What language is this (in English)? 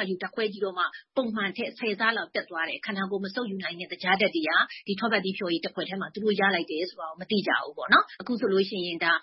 Burmese